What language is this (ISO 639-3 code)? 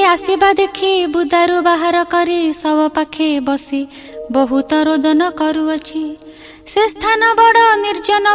ori